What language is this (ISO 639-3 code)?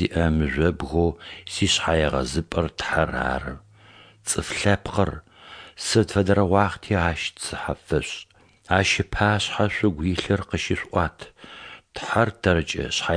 ady